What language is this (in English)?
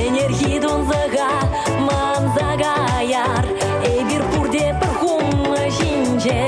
Chuvash